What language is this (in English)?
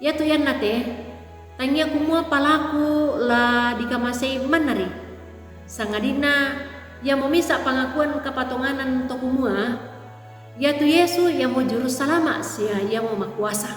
Toraja-Sa'dan